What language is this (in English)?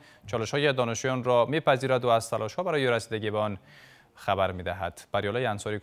Persian